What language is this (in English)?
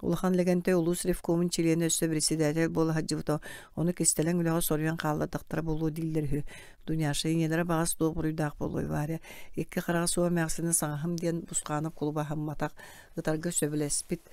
Yakut